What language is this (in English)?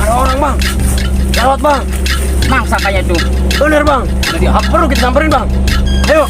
Betawi